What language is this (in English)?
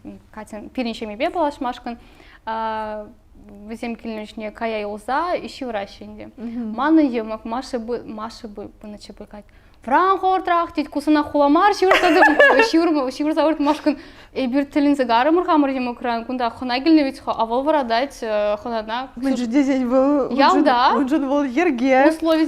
Chuvash